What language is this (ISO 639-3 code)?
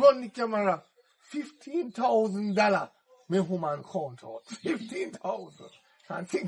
jam